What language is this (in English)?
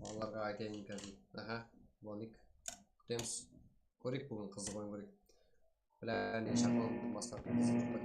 Kara-Kalpak